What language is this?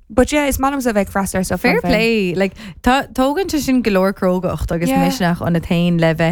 Irish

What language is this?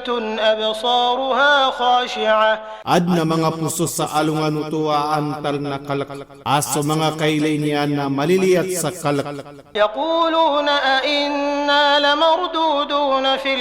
Maranao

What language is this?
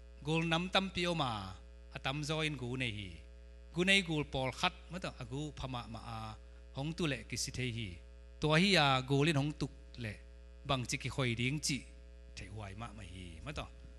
Tedim Chin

